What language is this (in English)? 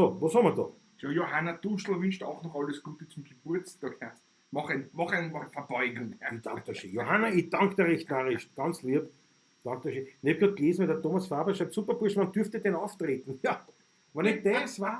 Bavarian